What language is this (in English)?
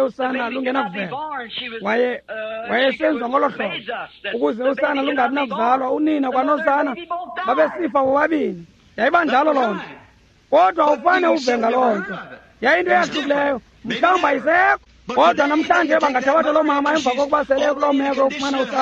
Xhosa